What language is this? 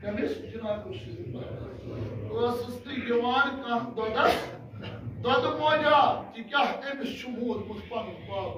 Kashmiri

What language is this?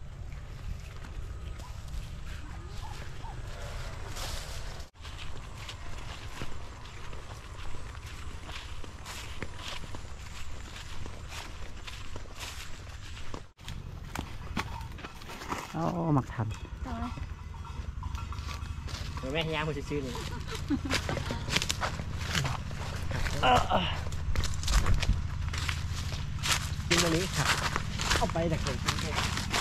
Thai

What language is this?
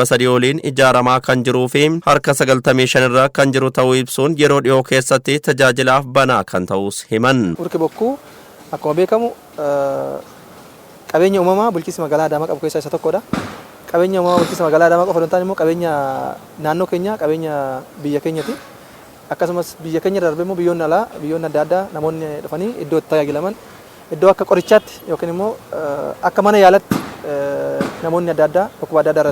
Oromo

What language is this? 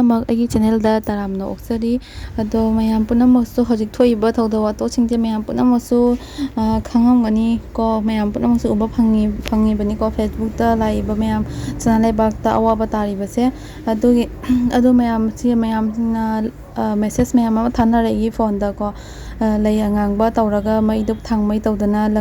Manipuri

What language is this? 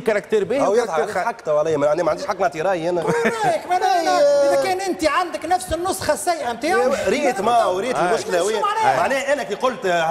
Tunisian Arabic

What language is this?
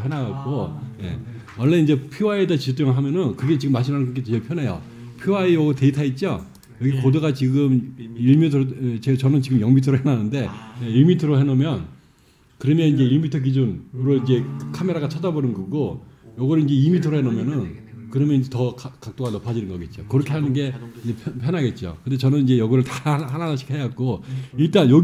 Korean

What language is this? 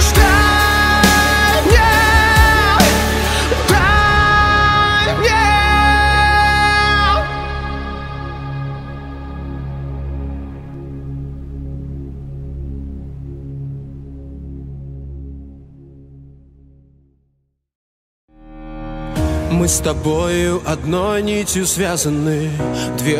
Russian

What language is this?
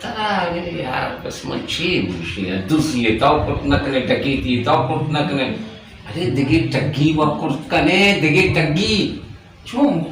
Baluchi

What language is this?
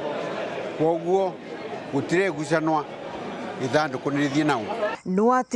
Meru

